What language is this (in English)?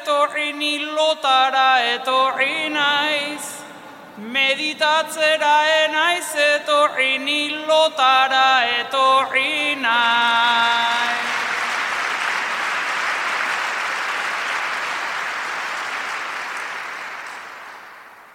Basque